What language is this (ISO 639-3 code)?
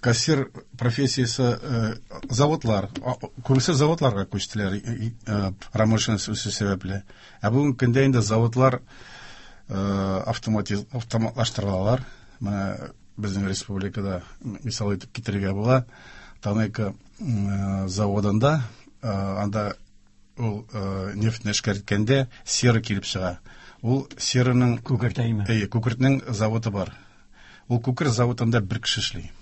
tat